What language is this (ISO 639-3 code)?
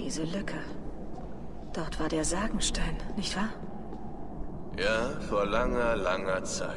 deu